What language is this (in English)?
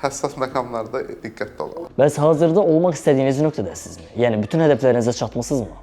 Azerbaijani